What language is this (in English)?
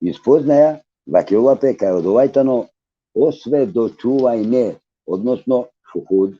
Balkan Romani